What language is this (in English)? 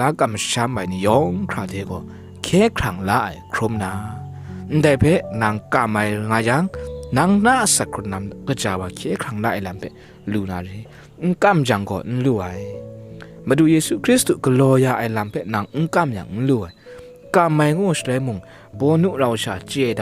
Kachin